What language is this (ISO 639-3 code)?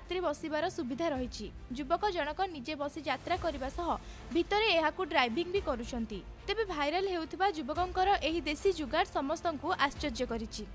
ori